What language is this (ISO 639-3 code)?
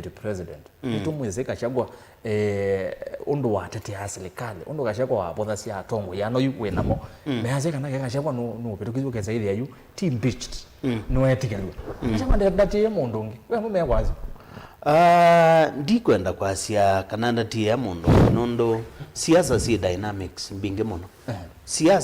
kam